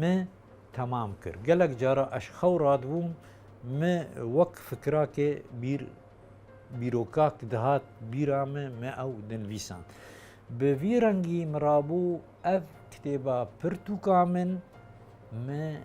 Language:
Kurdish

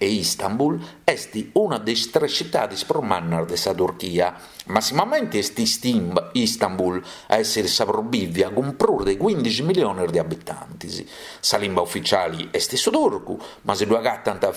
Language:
Sardinian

